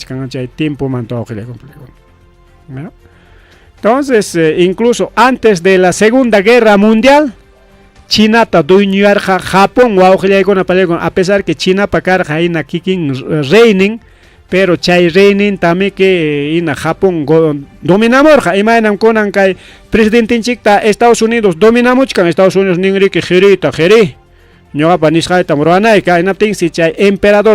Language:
Ayacucho Quechua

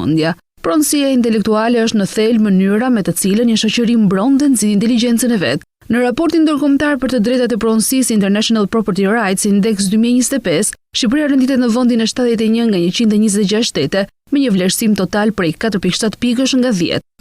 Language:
Albanian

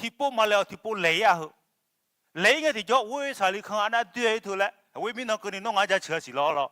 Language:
Akha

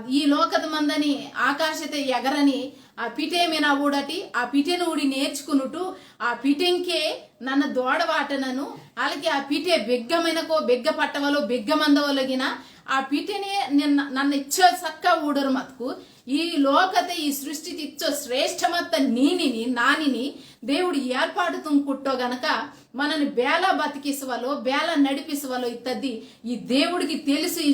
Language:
Koya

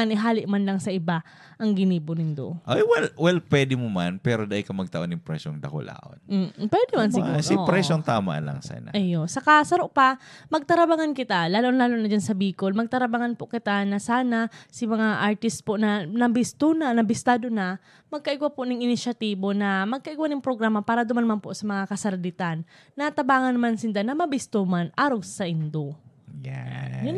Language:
Bikol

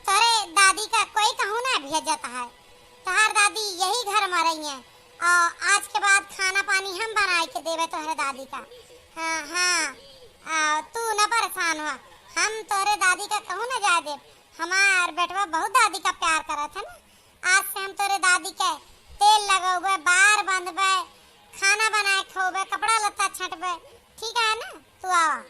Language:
Awadhi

